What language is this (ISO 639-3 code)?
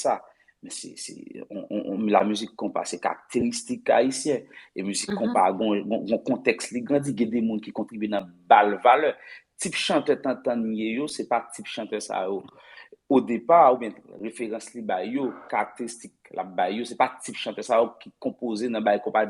hat